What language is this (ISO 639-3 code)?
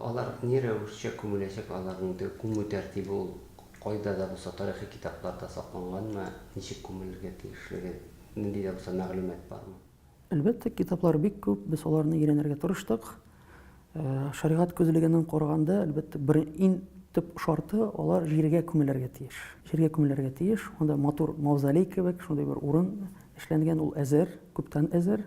tat